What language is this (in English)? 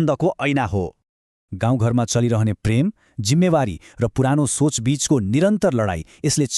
Nepali